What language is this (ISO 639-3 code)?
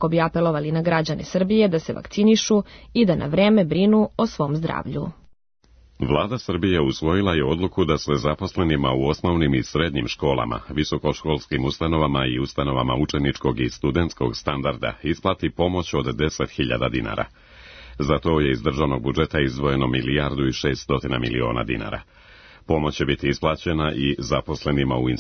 srp